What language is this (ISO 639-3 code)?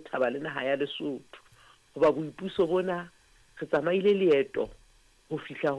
sot